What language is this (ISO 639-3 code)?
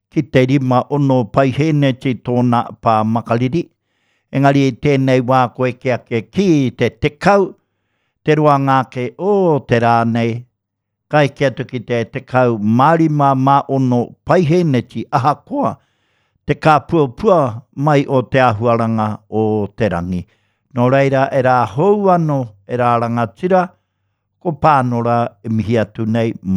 mri